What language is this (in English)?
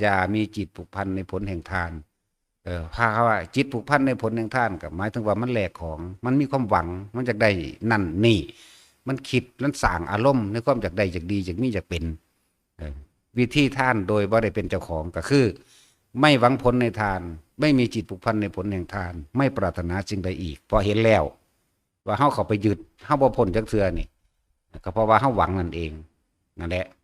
Northeastern Thai